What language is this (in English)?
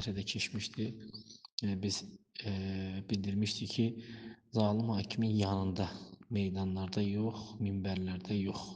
Azerbaijani